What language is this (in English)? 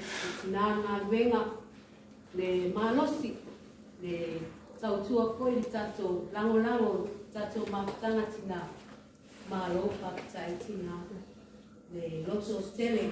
Māori